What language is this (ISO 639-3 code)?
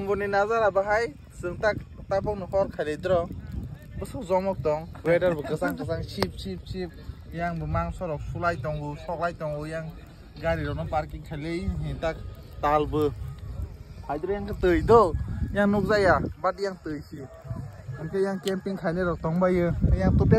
trp